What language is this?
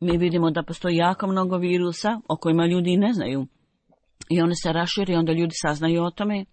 Bosnian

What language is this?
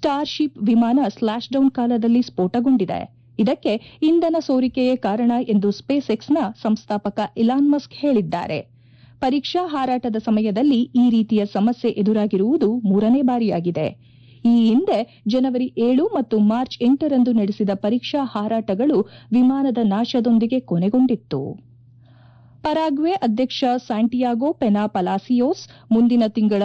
Kannada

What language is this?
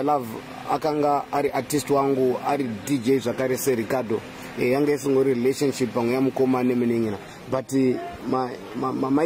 Shona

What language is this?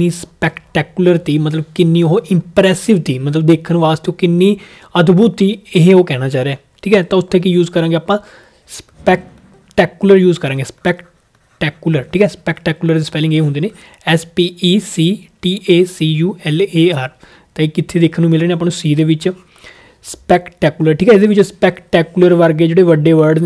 Punjabi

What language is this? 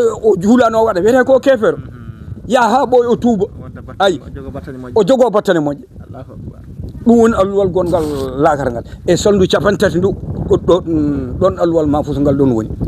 Fula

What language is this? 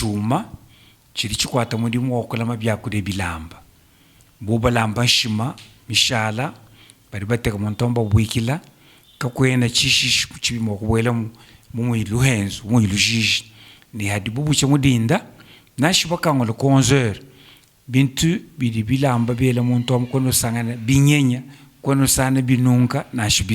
Luba-Lulua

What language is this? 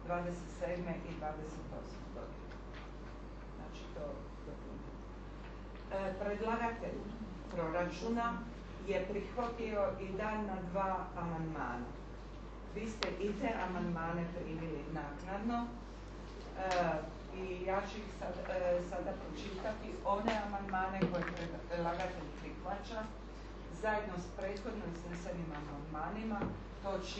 Croatian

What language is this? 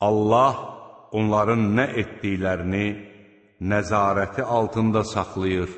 Azerbaijani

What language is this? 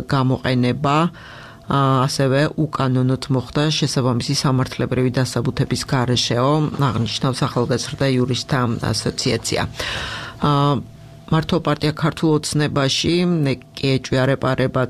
Georgian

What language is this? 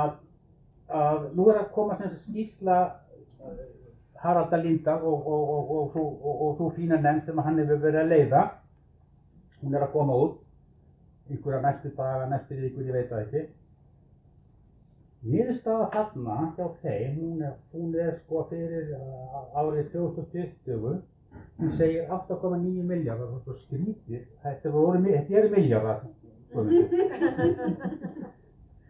Icelandic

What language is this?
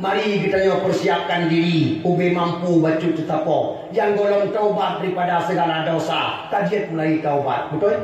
Achinese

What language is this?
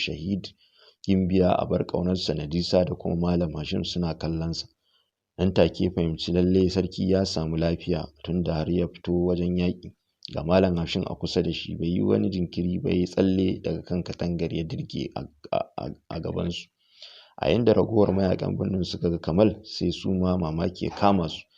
Hausa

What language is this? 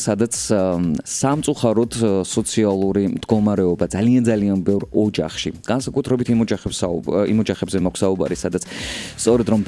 Georgian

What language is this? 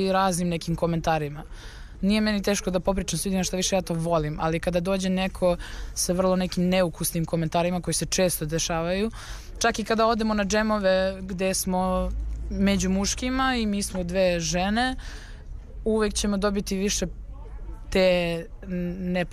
Serbian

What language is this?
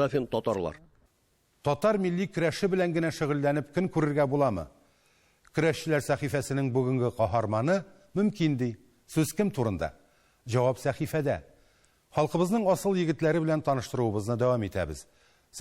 Tatar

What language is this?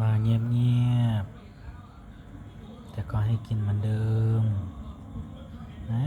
Lao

